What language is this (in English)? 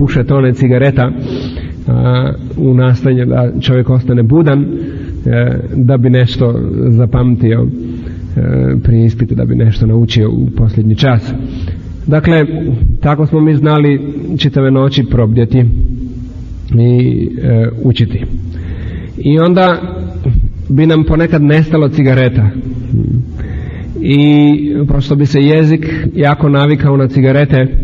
Croatian